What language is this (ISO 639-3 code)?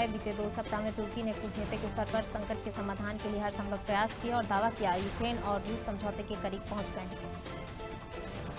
hin